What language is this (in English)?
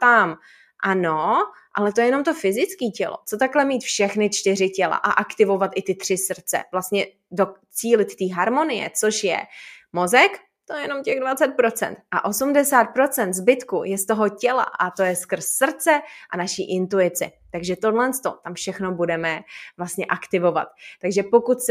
Czech